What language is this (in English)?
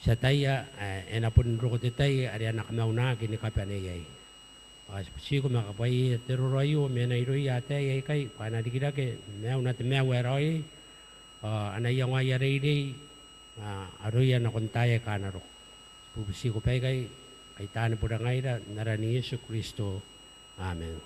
Gilbertese